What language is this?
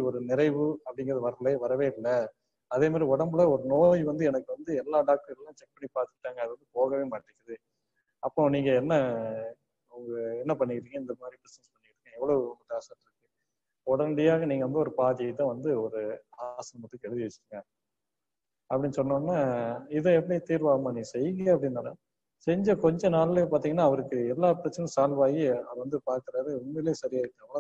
Tamil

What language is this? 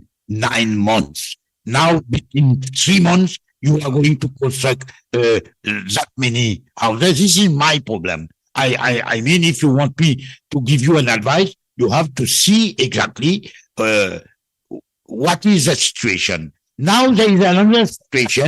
Morisyen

